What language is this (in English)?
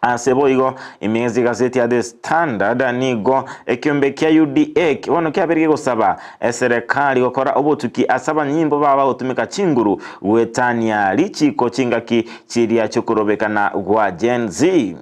Gusii